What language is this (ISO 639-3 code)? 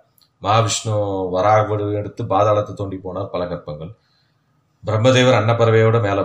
tam